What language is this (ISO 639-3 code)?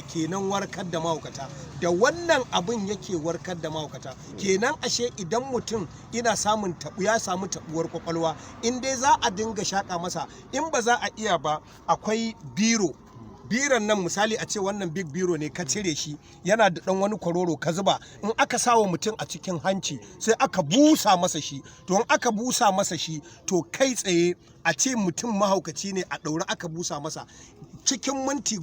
hau